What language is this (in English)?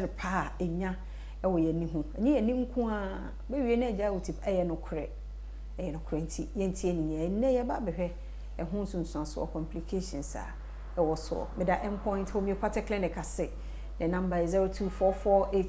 Akan